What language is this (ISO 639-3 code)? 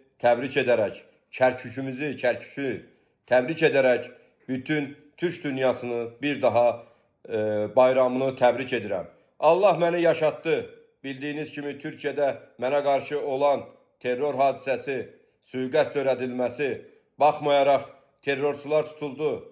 aze